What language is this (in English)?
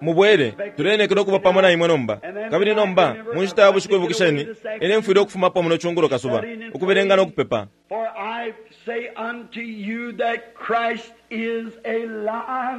Bemba